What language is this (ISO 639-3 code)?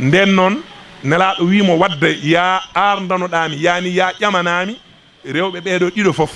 ful